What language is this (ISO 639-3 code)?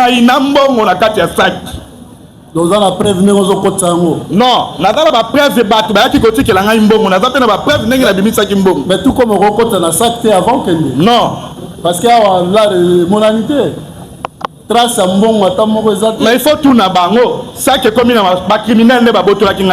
lin